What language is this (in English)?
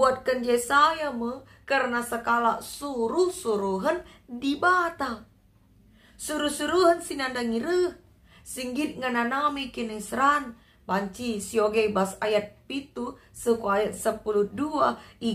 Batak Karo